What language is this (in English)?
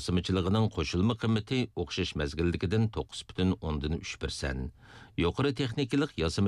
Uyghur